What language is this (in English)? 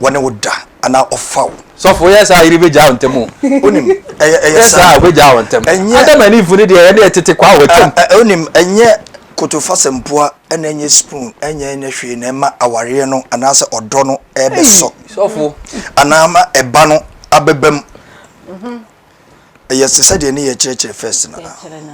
Akan